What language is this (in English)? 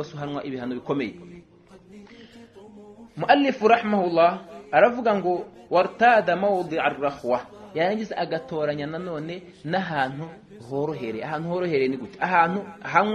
Kinyarwanda